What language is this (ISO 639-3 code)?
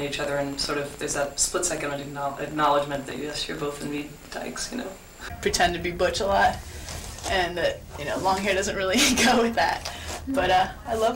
eng